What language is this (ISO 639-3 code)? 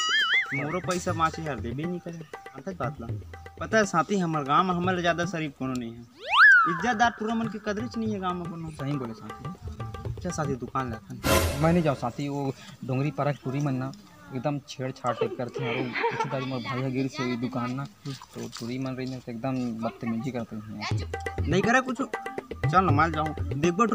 hne